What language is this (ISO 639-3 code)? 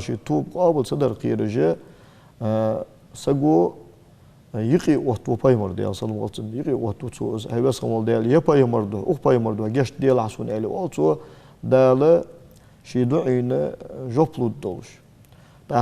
inh